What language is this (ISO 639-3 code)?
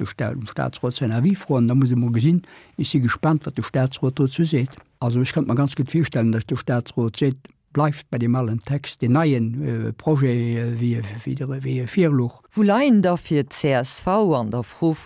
ltz